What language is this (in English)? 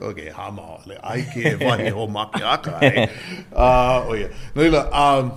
Hawaiian